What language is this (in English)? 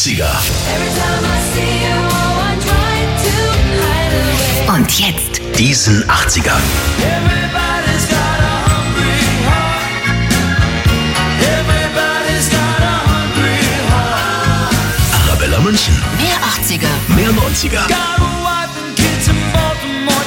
German